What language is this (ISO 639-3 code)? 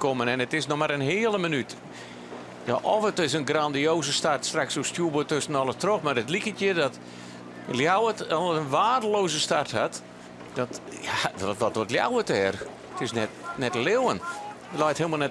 fry